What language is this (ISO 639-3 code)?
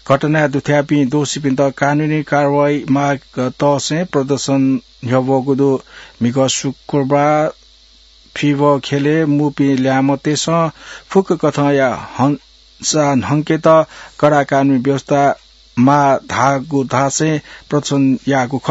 new